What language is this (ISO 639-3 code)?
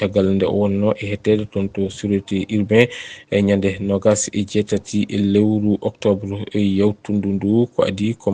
ful